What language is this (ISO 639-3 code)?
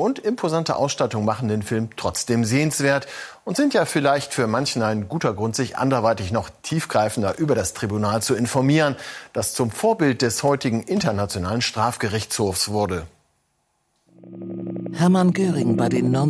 deu